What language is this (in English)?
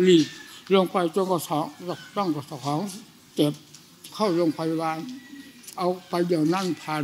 Thai